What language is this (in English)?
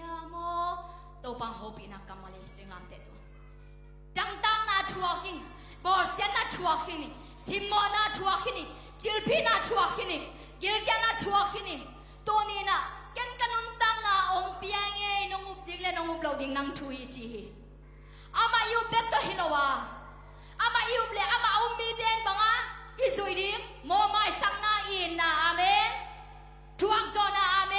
Tedim Chin